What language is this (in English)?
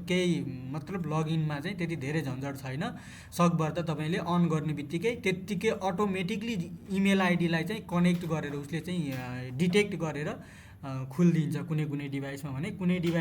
Nepali